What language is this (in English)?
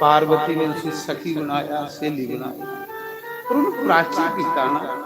Dogri